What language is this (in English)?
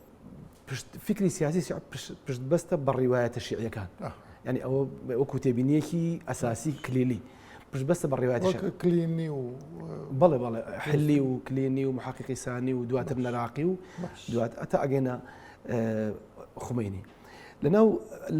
Central Kurdish